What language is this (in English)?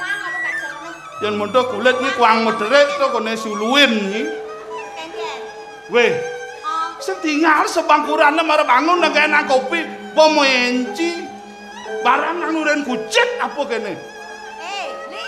Balinese